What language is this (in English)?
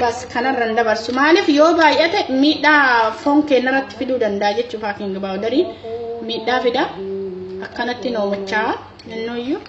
Oromo